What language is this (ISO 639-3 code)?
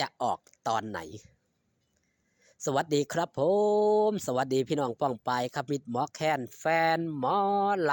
tts